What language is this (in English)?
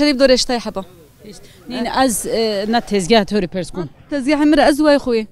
Zaza